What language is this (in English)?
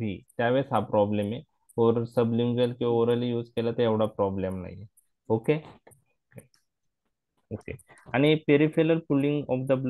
Marathi